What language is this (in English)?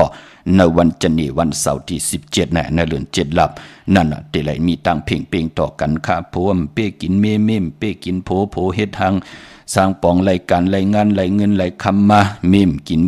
Shan